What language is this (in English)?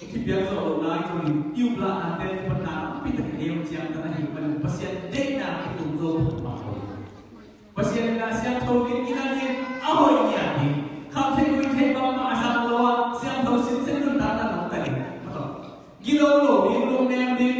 Tedim Chin